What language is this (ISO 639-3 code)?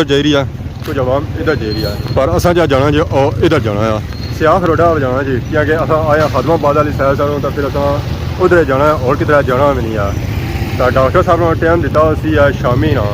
phr